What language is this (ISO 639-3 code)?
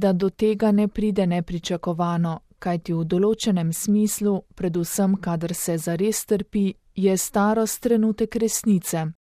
slv